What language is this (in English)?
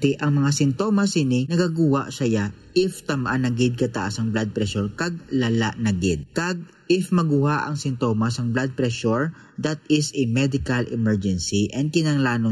Hiligaynon